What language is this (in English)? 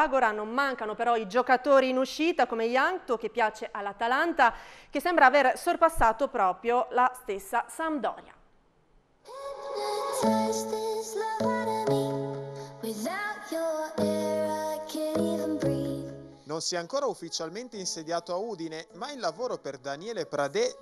Italian